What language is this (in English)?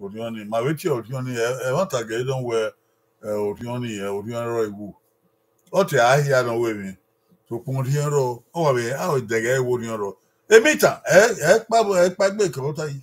Bini